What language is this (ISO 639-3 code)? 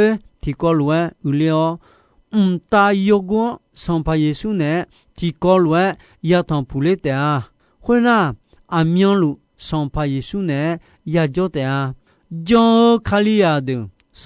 ahk